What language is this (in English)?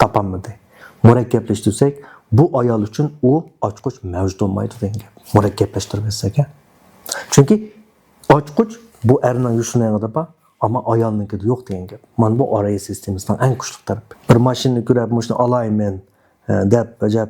Uyghur